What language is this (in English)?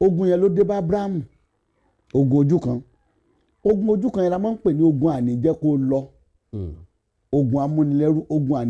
Yoruba